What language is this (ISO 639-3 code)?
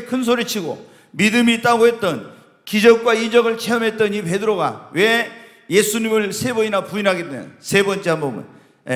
kor